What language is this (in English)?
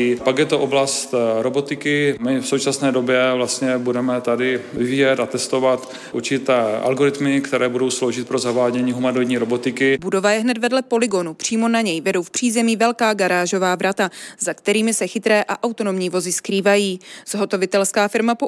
Czech